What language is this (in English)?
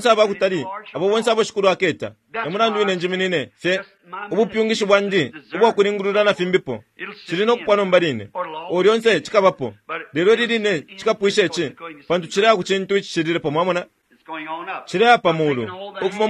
Bemba